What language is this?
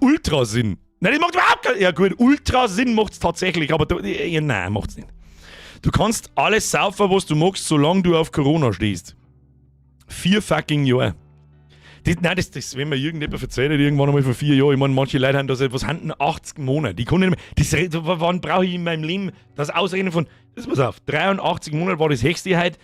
Bavarian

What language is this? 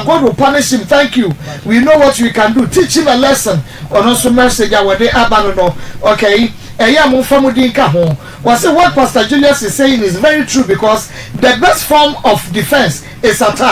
Akan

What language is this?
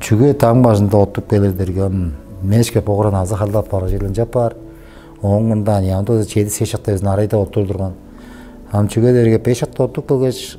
Tuvinian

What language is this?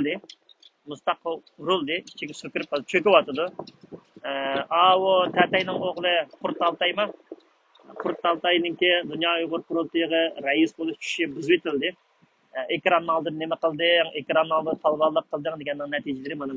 Uyghur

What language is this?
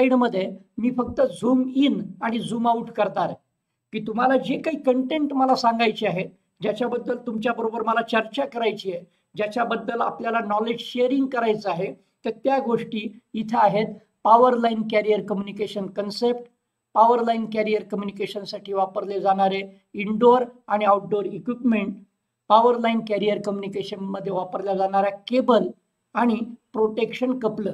Marathi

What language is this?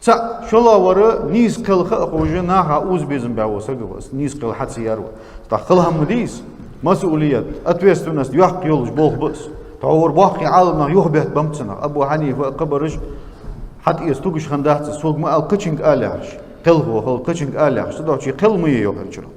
Ingush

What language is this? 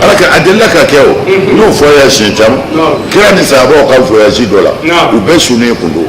Bambara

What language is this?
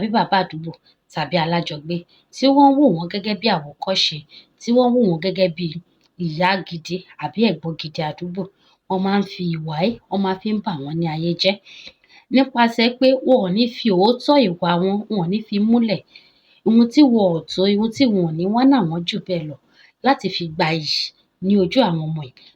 Yoruba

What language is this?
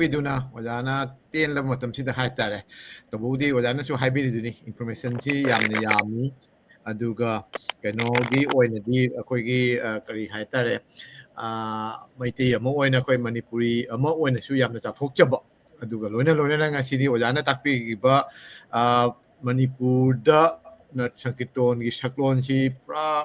Manipuri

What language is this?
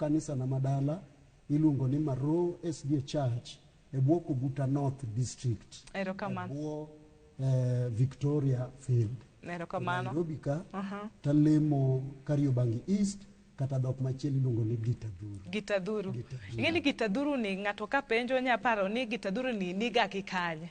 Luo (Kenya and Tanzania)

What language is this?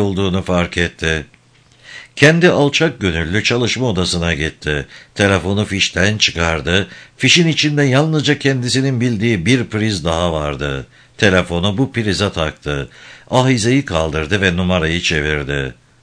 Turkish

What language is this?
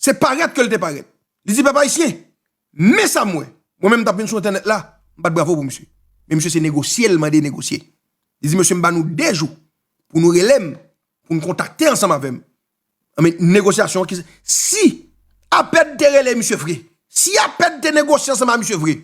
Haitian Creole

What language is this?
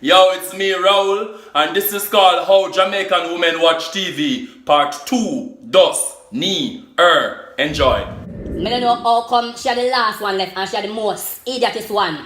Jamaican Creole English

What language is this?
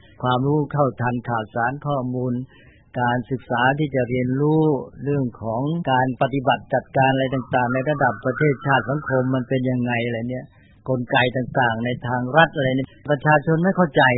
Thai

